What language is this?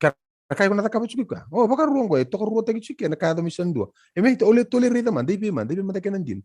Fijian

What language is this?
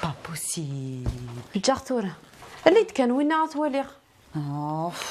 Kabyle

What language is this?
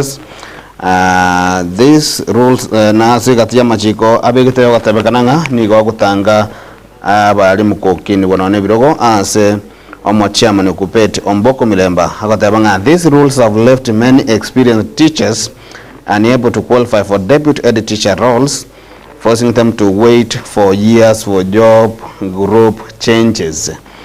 Gusii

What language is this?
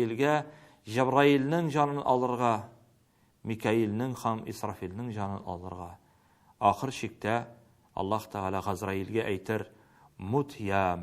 Tatar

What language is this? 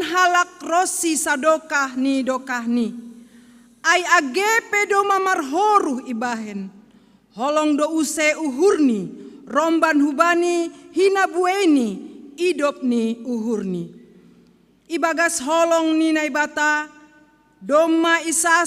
Batak Simalungun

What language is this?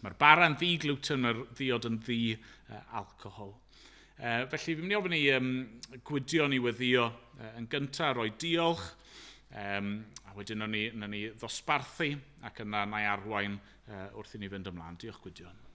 Welsh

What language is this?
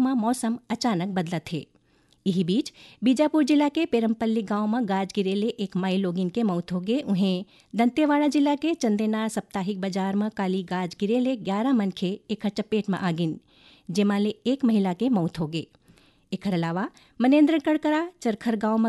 Chhattisgarhi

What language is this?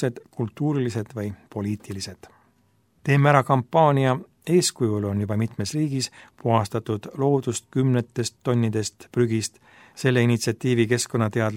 Estonian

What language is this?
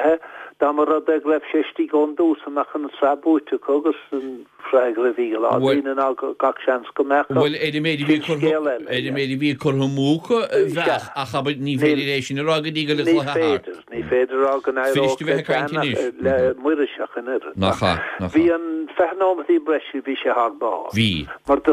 Irish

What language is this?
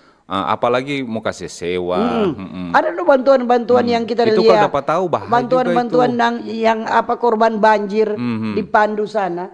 Manado Malay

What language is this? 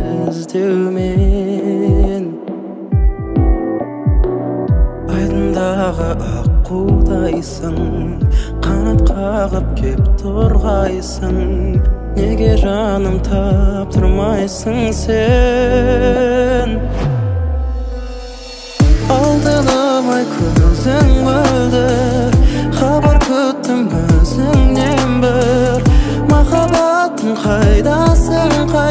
Kazakh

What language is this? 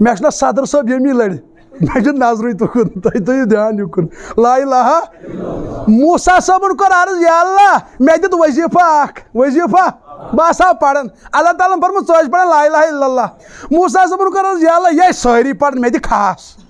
Kashmiri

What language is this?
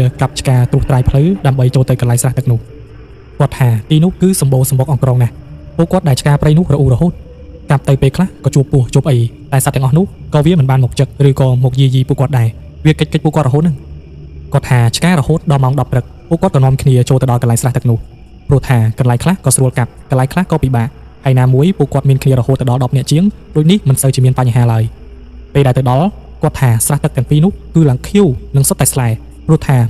Khmer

